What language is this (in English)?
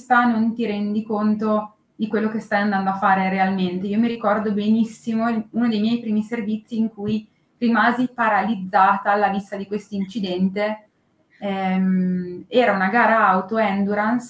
Italian